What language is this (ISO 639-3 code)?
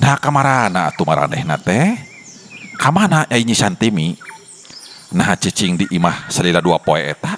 sun